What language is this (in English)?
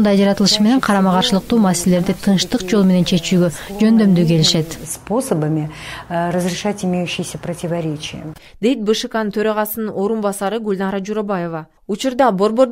Kyrgyz